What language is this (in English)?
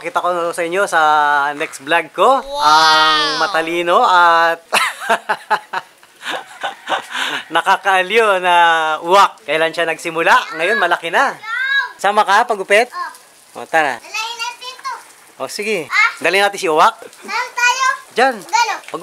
Filipino